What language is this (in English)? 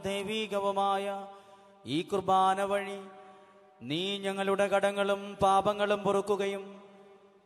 Malayalam